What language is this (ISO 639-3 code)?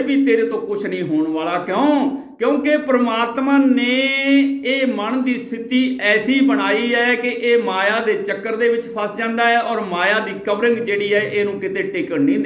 pan